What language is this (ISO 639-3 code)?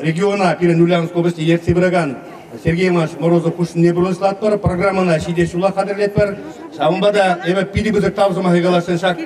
chv